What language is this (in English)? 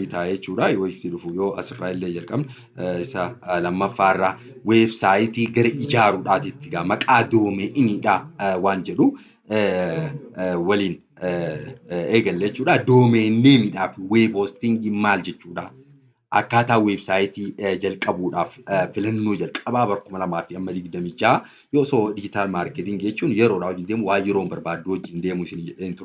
Oromo